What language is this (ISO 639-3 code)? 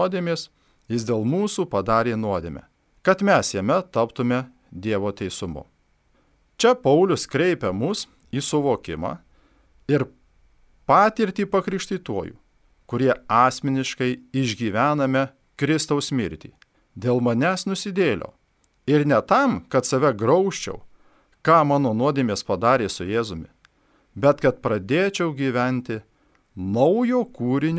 lit